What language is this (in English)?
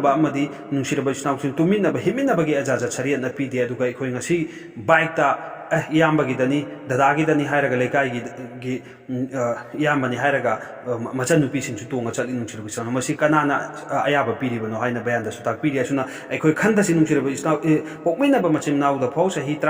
Manipuri